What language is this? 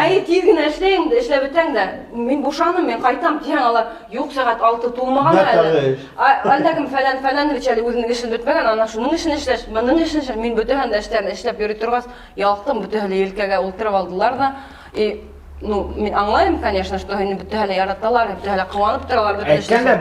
Bashkir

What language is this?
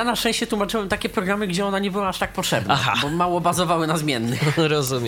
Polish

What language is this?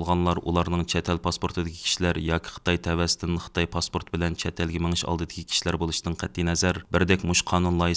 Uyghur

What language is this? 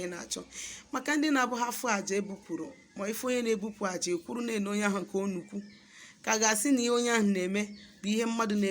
Igbo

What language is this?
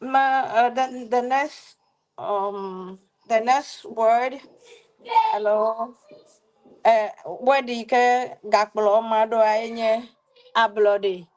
Ewe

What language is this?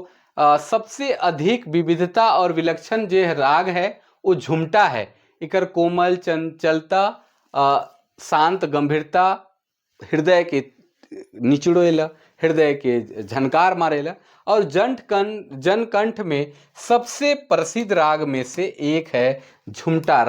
Sadri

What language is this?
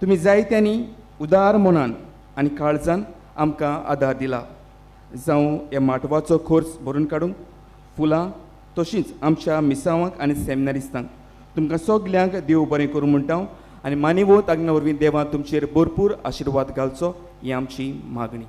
Konkani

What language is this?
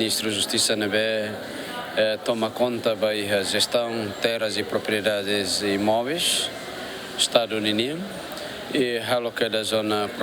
Tetum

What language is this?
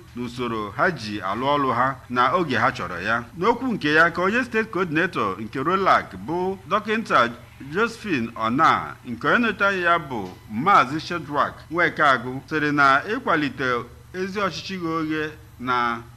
Igbo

